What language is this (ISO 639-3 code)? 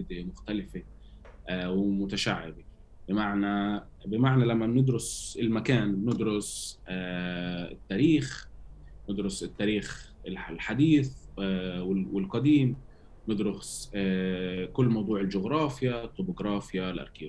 apc